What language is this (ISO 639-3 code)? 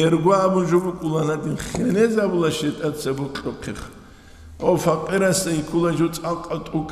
ava